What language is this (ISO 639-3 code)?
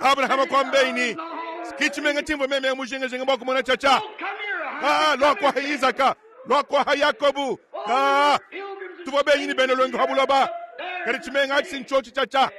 lua